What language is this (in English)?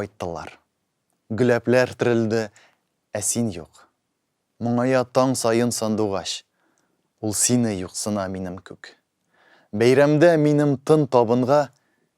Tatar